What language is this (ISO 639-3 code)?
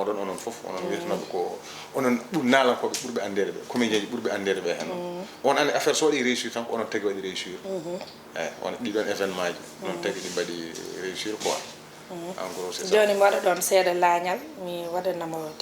ful